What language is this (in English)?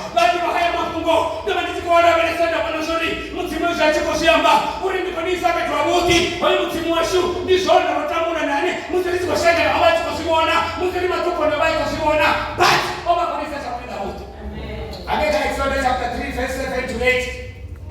Venda